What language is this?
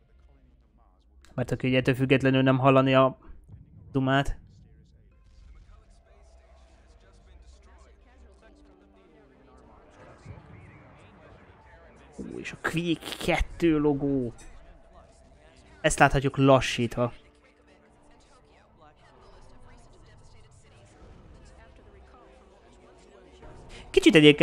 Hungarian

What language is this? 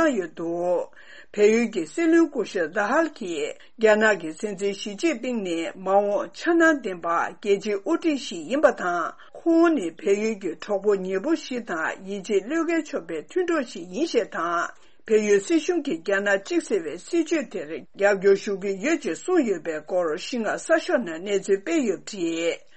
Tibetan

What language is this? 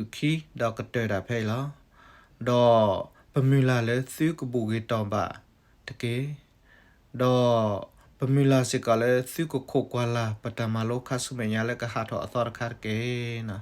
S'gaw Karen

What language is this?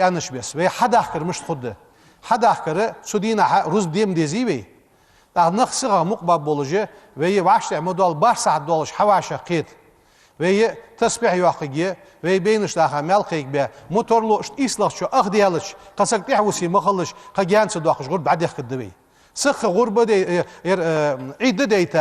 Ingush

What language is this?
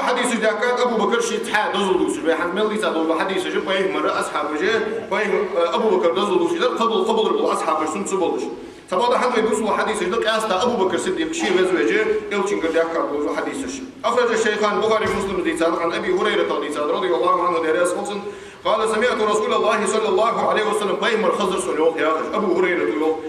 Ingush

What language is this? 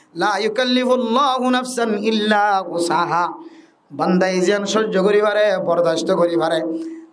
Rohingya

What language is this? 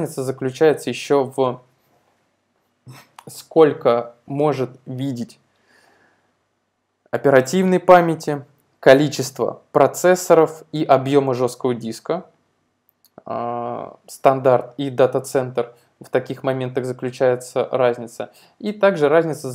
Russian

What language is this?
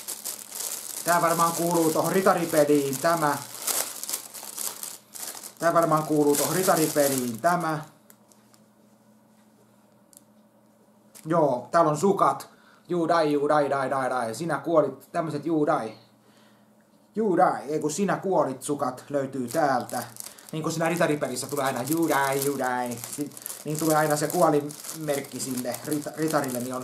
Finnish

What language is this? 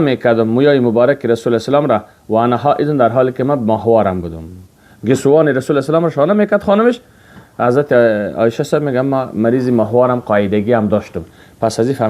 Persian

